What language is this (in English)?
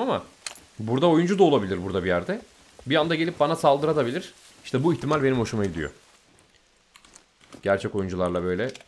Turkish